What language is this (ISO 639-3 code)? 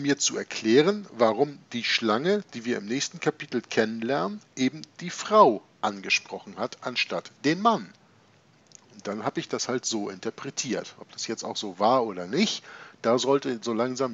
deu